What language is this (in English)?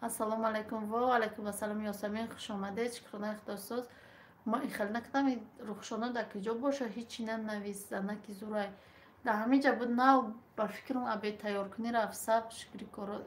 Tajik